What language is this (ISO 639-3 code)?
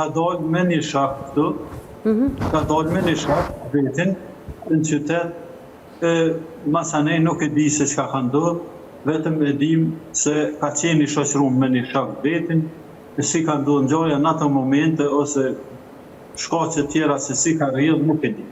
sqi